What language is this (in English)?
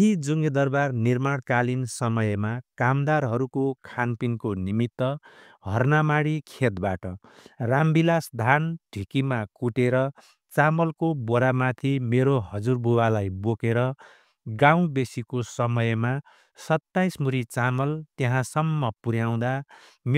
Nepali